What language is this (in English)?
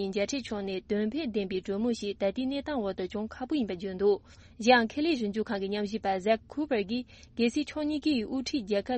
Tibetan